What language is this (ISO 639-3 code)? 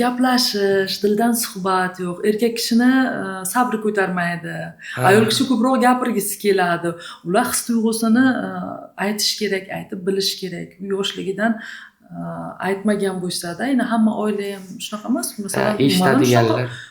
uzb